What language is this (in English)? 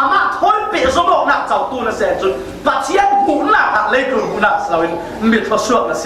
Falam Chin